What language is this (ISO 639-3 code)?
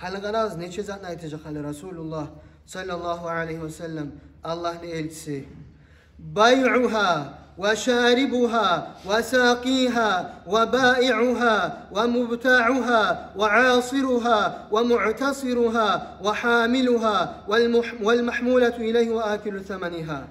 kum